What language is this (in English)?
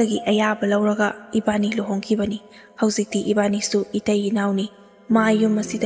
Manipuri